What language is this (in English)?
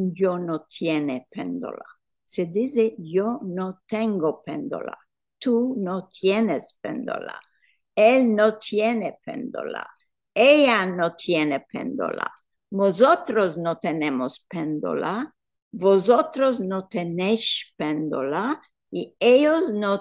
Ladino